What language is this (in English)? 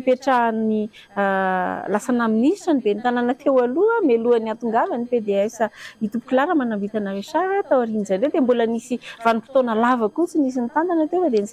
Malagasy